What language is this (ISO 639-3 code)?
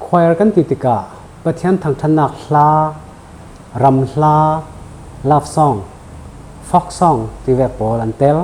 cfm